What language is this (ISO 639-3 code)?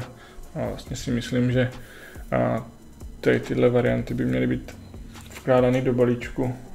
ces